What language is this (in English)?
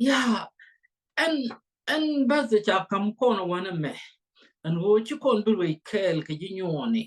Nuer